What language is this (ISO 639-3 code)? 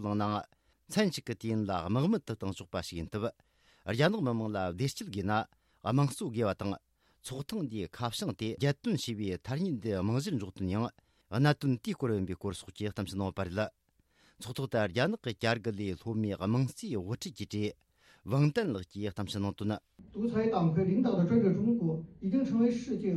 bod